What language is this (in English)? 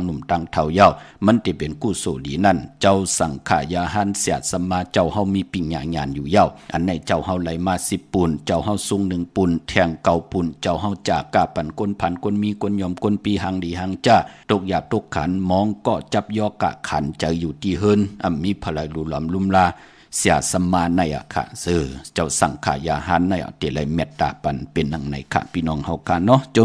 Shan